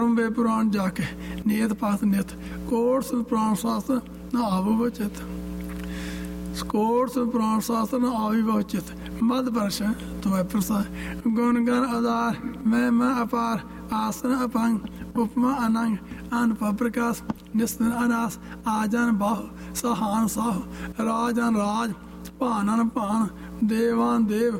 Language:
Punjabi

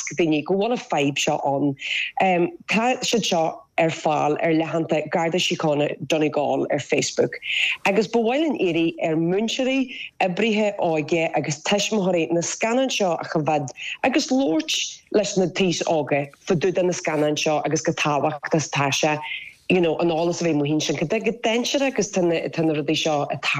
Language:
Irish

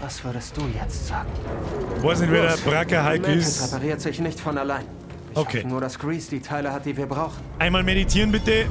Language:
Bavarian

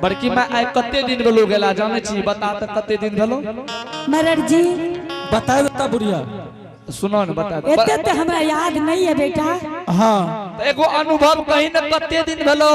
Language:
Angika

